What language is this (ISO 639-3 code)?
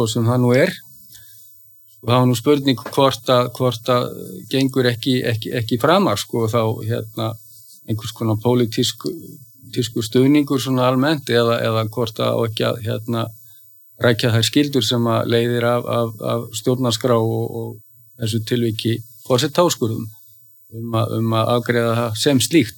isl